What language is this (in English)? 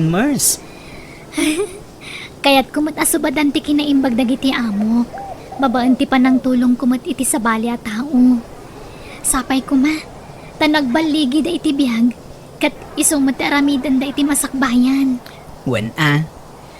Iloko